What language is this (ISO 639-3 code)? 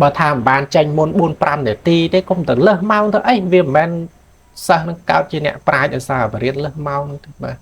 khm